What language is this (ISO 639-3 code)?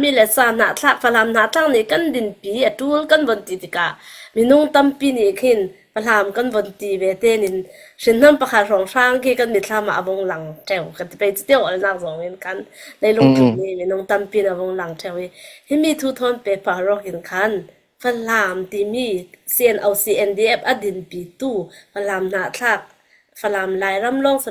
cfm